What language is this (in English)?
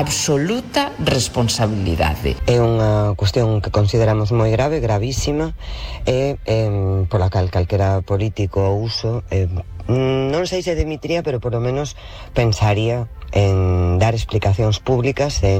Galician